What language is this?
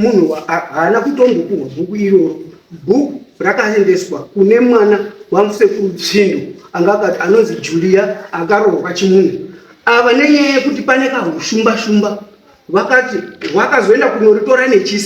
Shona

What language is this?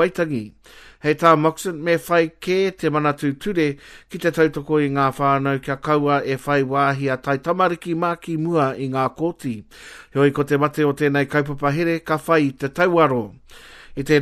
Māori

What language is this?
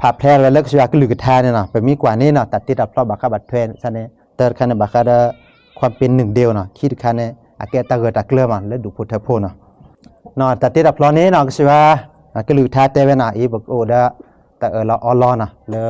S'gaw Karen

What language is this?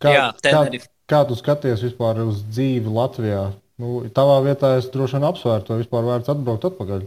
Latvian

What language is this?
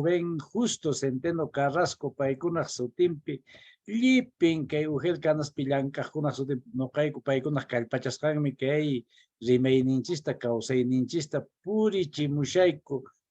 Quechua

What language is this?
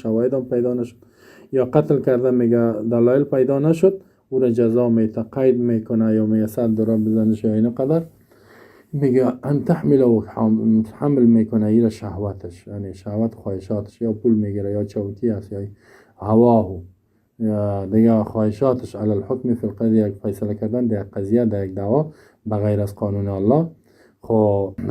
Persian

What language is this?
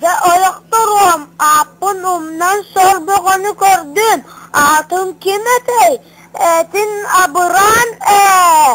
Yakut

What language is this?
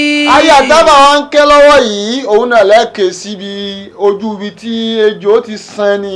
Yoruba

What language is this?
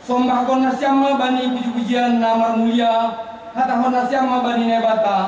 Batak Simalungun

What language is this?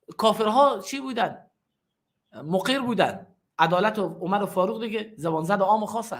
Persian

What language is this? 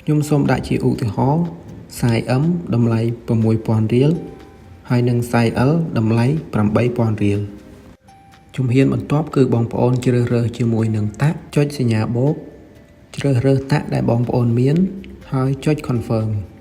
Khmer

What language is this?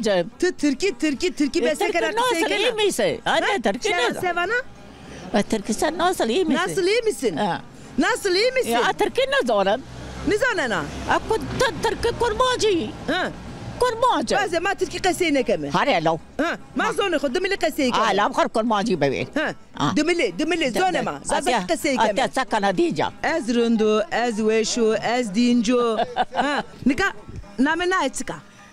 Zaza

